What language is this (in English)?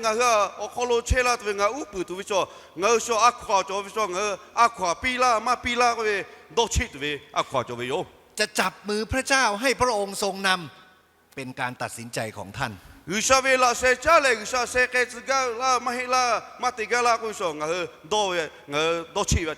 Lahu